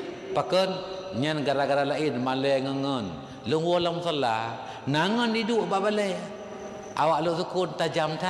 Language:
Achinese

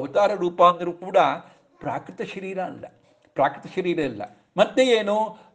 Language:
Kannada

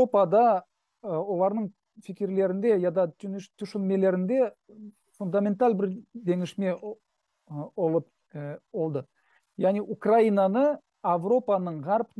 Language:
Crimean Tatar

